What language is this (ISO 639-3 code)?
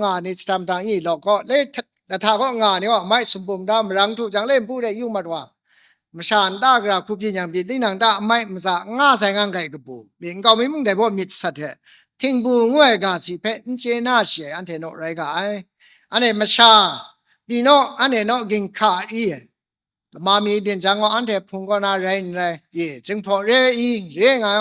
kac